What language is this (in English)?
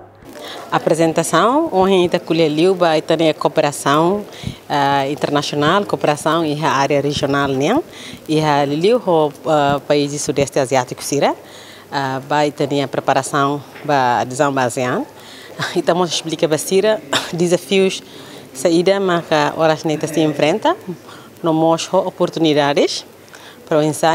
Tetum